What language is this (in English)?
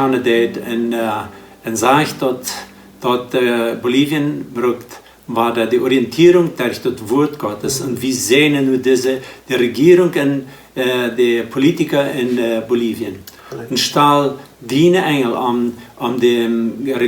Plautdietsch